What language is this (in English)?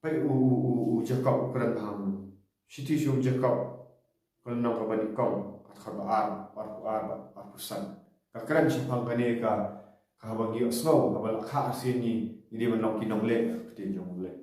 Khasi